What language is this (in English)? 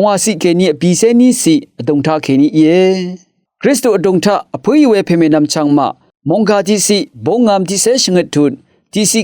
Rawang